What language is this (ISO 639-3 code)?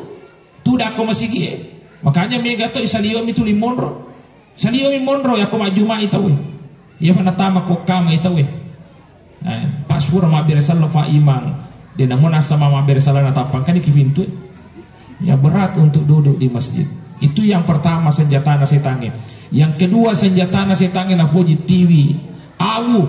bug